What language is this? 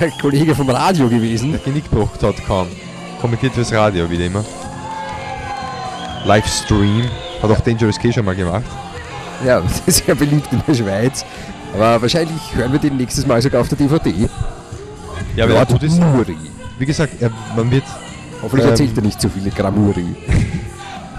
German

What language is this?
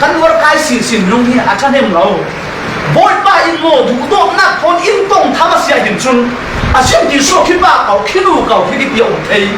Falam Chin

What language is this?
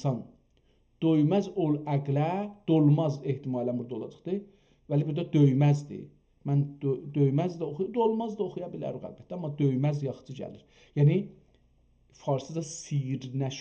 South Azerbaijani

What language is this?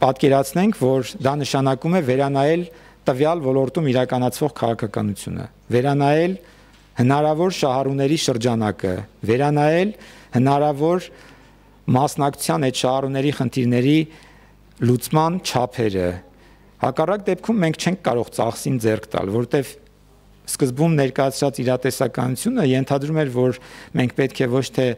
Armenian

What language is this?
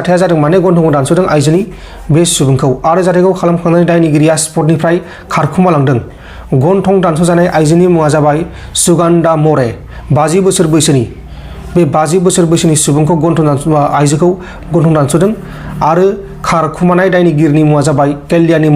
Bodo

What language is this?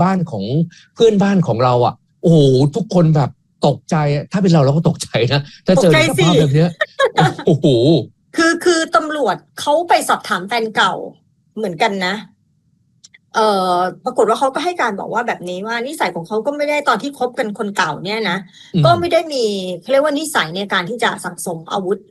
Thai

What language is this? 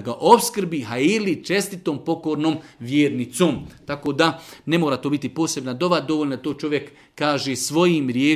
Bosnian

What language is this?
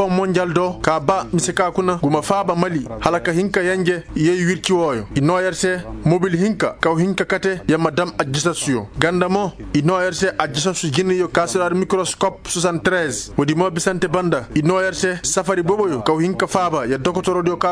Koyraboro Senni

